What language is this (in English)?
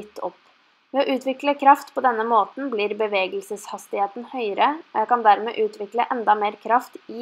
Norwegian